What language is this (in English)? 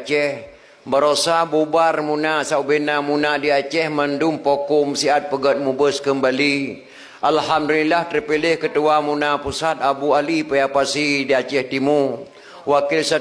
Achinese